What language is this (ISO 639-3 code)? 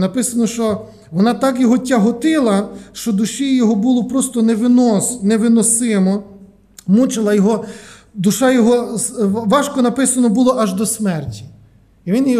ukr